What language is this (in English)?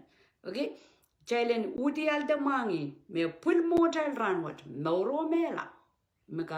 Pohnpeian